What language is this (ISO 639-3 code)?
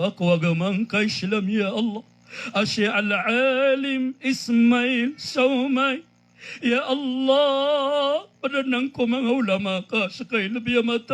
mrw